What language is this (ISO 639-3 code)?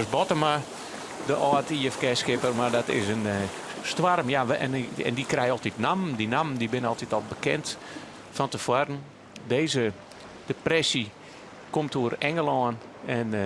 fry